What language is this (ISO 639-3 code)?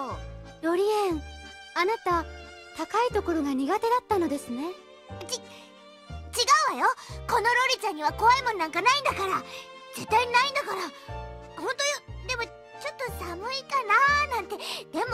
jpn